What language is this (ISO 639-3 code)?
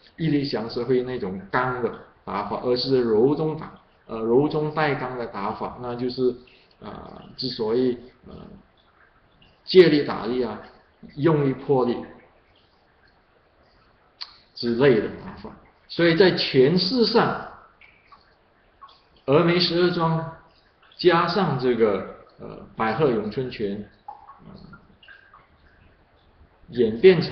zho